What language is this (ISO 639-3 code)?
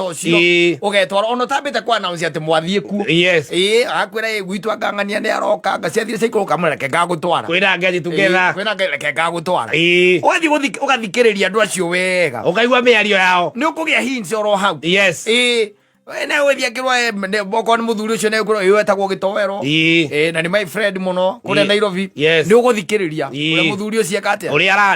kik